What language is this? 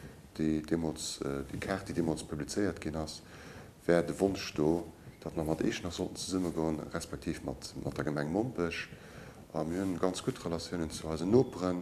Luxembourgish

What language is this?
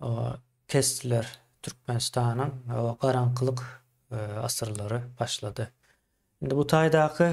Turkmen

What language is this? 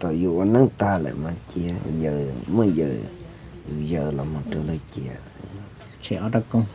Hmong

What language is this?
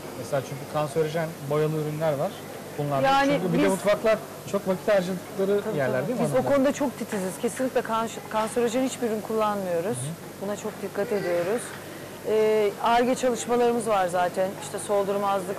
Turkish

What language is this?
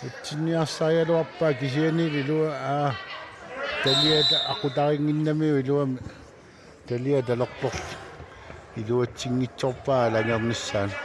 Kalaallisut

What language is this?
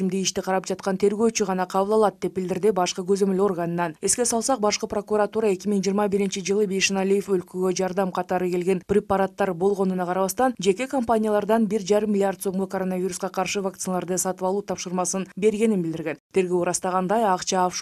Kyrgyz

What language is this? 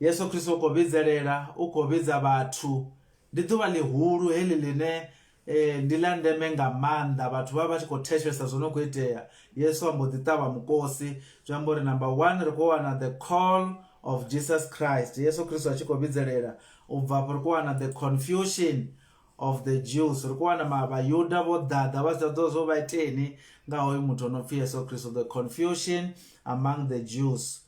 Venda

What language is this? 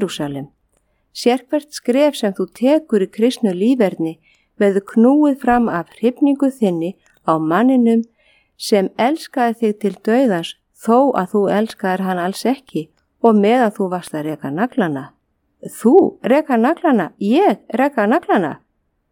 Icelandic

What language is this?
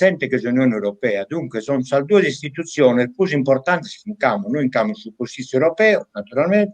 Sardinian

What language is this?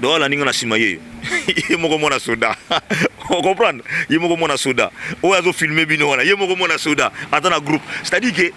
Lingala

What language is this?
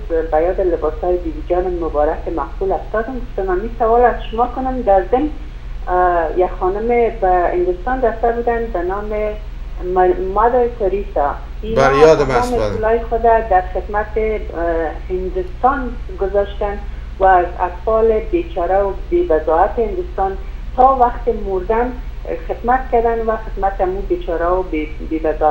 Persian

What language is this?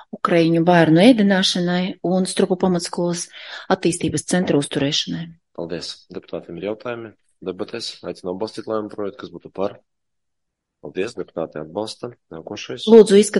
Latvian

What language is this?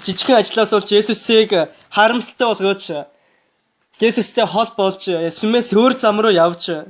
Mongolian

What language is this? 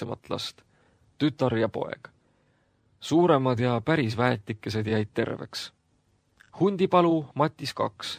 Estonian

